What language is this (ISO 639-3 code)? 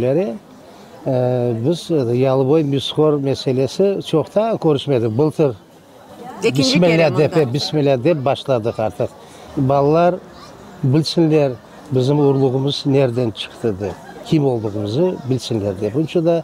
crh